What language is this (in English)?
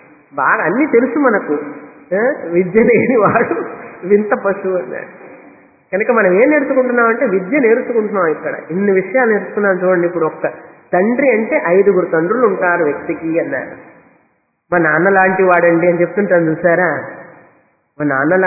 Telugu